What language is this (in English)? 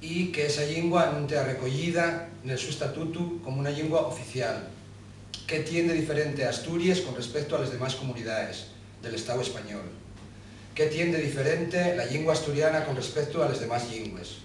Asturian